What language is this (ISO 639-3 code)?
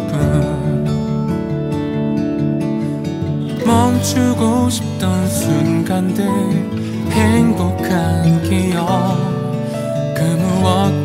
kor